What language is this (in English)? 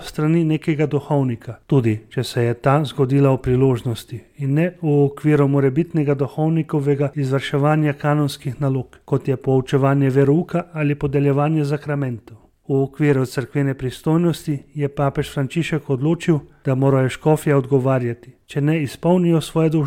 Slovenian